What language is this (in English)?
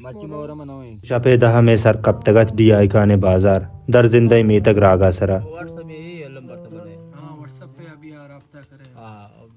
Baluchi